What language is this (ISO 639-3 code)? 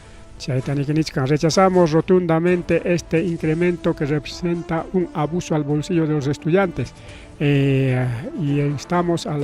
quy